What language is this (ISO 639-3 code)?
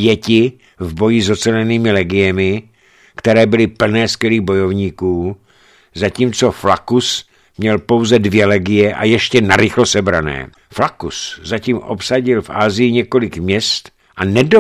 ces